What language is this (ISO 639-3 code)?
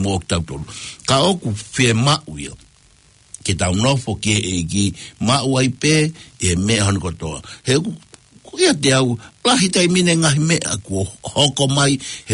ton